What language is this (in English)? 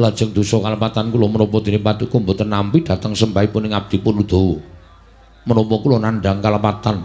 Javanese